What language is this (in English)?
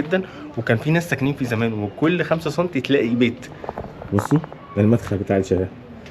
Egyptian Arabic